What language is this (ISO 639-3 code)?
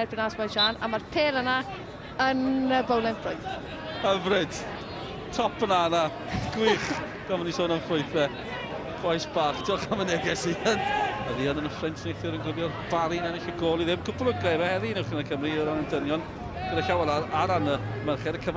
cym